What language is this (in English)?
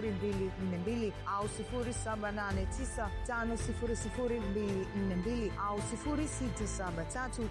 Swahili